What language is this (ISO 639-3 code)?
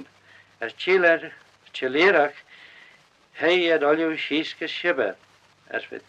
glv